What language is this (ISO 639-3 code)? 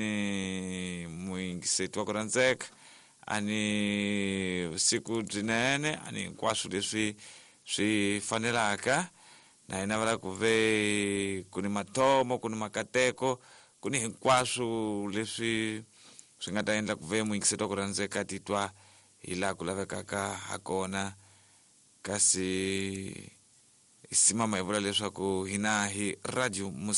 tso